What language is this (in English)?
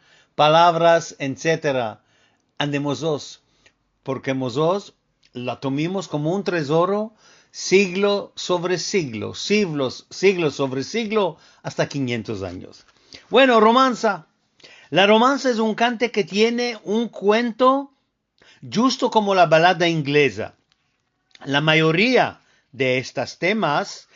Ladino